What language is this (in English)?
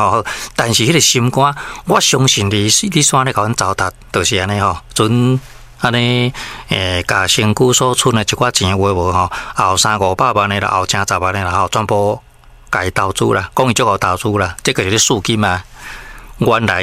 Min Nan Chinese